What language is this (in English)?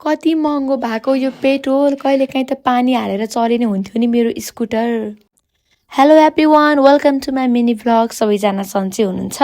Nepali